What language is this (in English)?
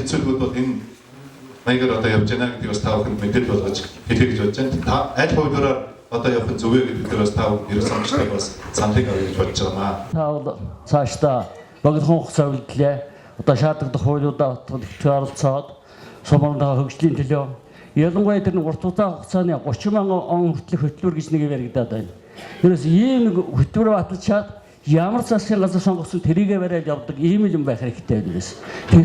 Mongolian